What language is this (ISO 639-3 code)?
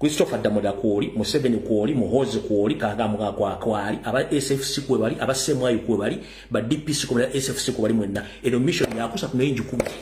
lug